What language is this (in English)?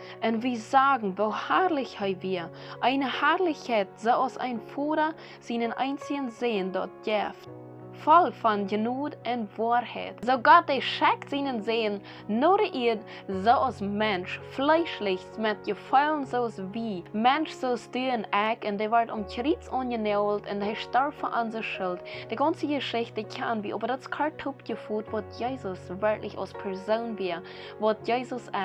Plautdietsch